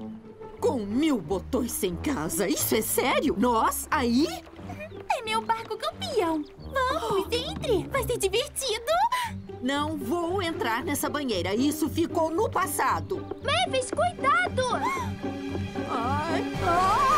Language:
Portuguese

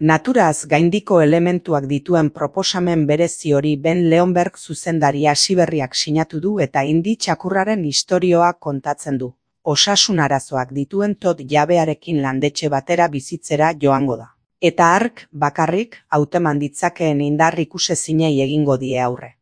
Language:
Basque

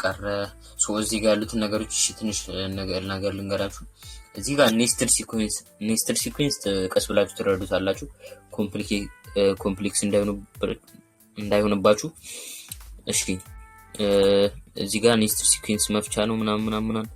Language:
Amharic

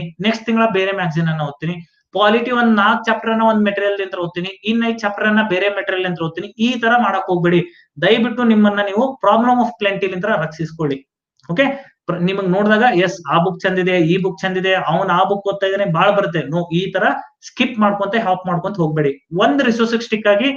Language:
Kannada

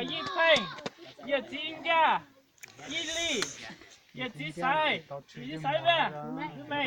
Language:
Hmong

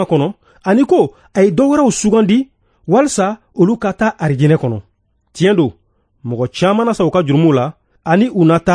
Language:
Bambara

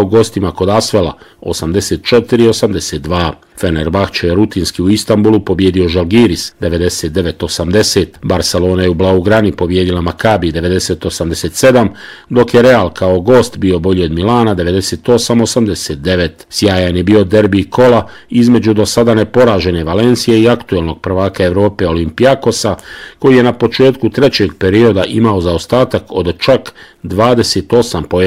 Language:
Bosnian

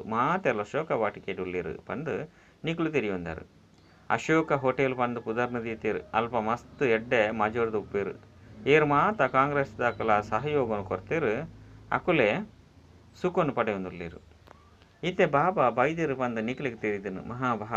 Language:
Tulu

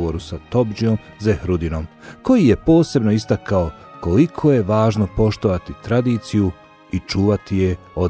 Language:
Bosnian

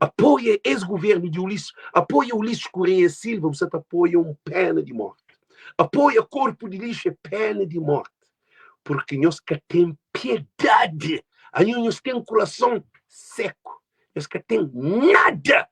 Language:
Kabuverdianu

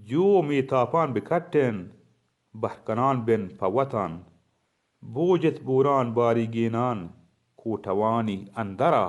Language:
Baluchi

